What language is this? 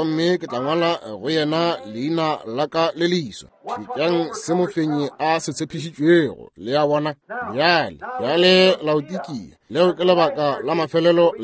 Northern Sotho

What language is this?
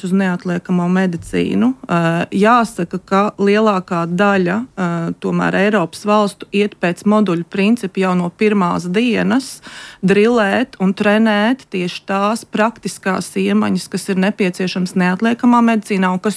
Latvian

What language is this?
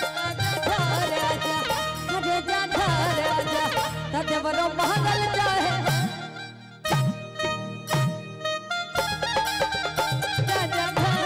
Bhojpuri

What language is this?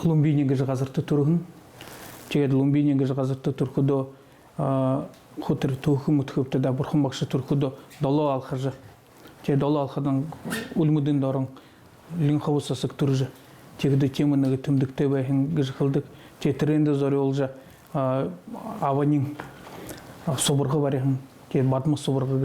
Buriat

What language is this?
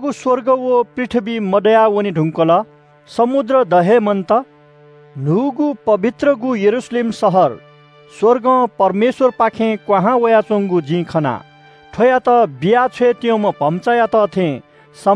Newari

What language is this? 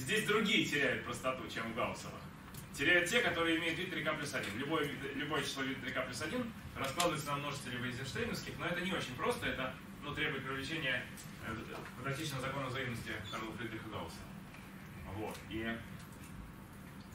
Russian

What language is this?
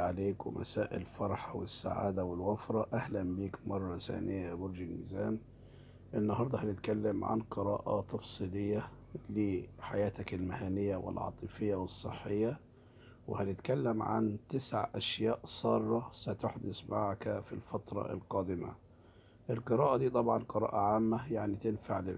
Egyptian Arabic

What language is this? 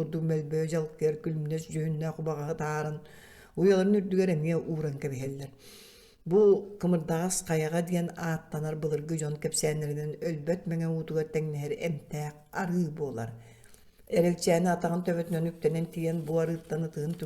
Yakut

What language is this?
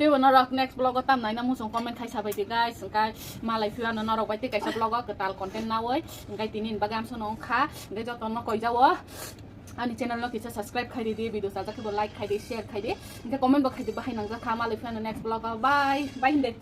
Kok Borok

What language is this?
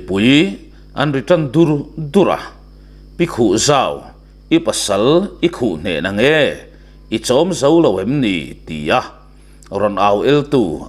Mizo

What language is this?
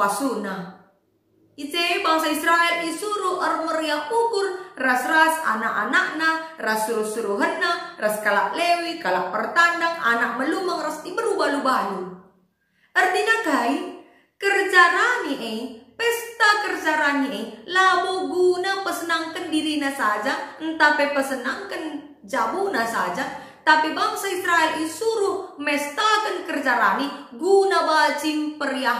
Batak Karo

